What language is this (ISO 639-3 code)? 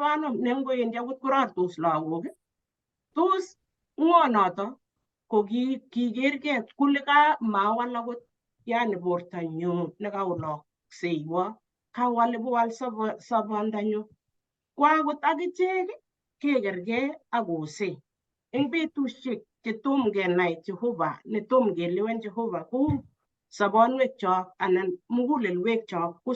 kln